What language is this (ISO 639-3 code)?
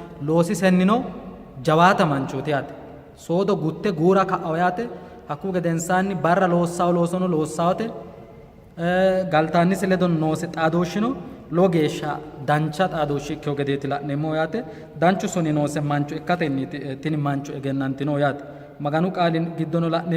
sid